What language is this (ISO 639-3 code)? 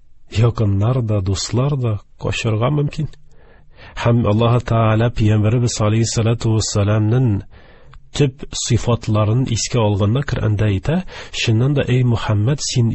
tat